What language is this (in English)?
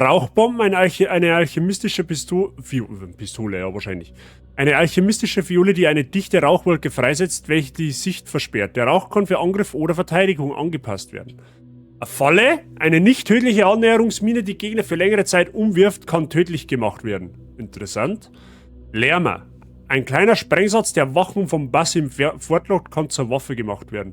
Bavarian